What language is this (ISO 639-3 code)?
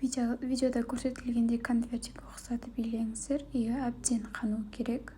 kaz